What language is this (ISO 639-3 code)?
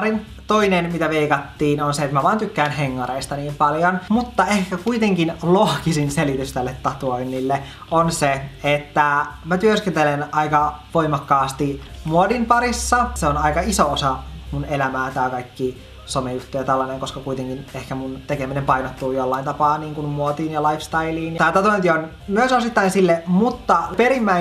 fin